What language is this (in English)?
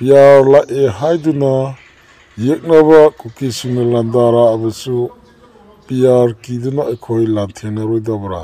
Manipuri